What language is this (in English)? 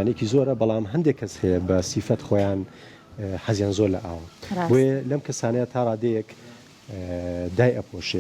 Central Kurdish